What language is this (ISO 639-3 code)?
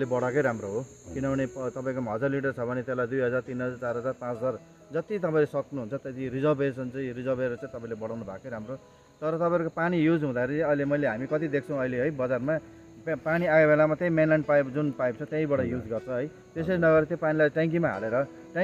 nep